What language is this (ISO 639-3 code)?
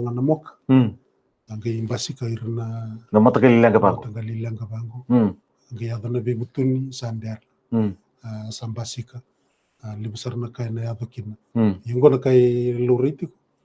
fij